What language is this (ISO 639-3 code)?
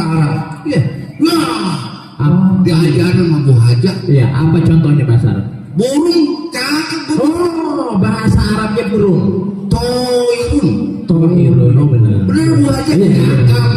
bew